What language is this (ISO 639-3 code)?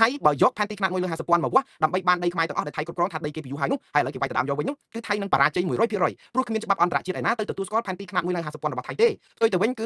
khm